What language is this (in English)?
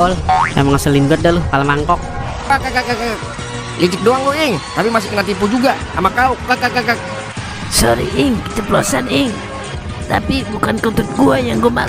Betawi